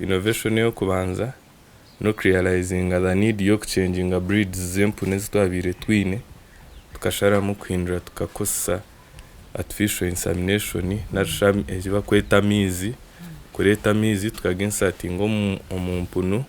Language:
Nyankole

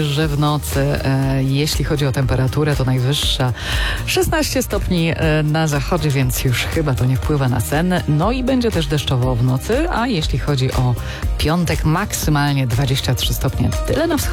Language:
Polish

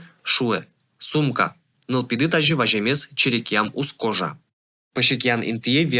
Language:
Udmurt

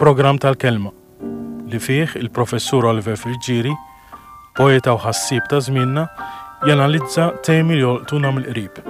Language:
Maltese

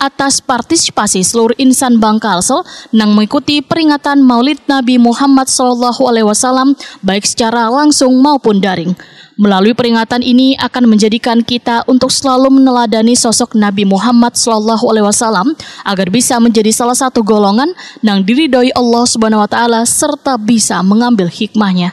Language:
Banjar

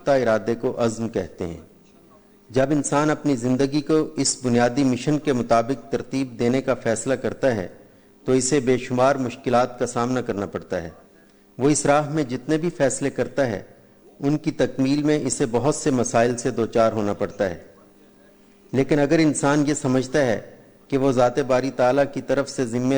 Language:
Urdu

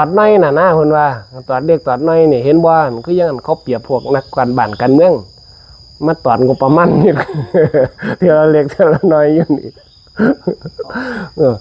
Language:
Lao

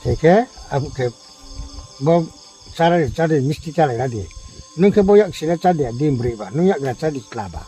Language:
Riang (India)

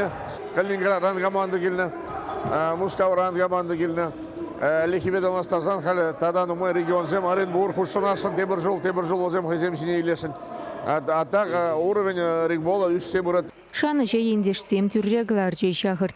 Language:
Chuvash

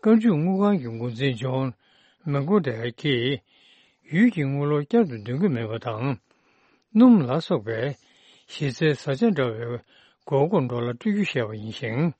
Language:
Tibetan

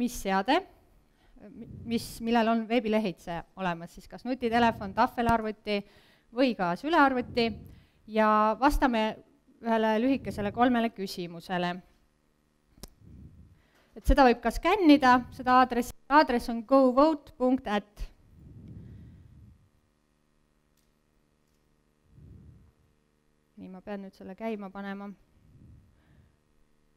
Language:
Estonian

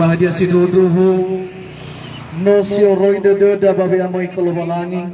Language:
Nias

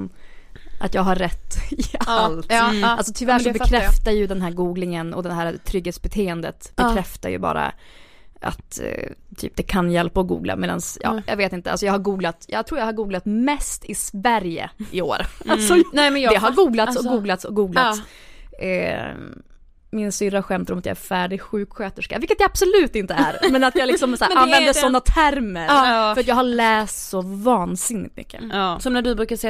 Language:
Swedish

